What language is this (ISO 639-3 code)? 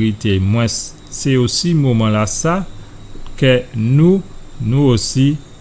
gcf